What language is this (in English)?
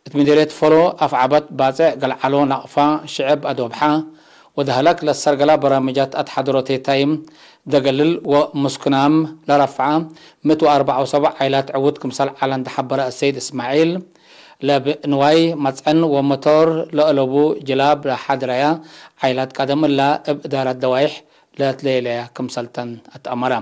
Tigre